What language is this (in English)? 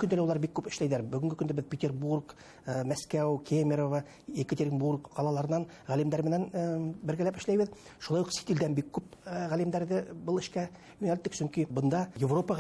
Bashkir